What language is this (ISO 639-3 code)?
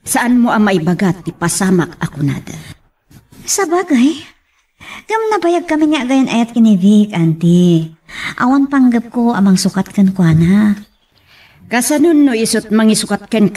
ilo